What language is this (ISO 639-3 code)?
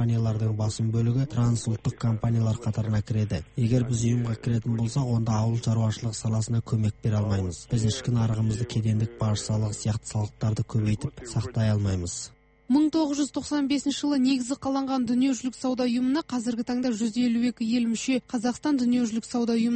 kaz